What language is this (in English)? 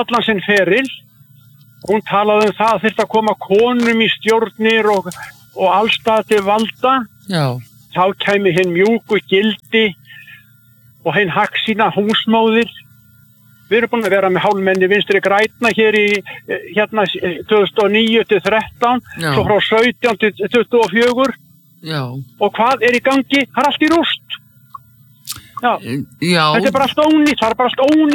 Icelandic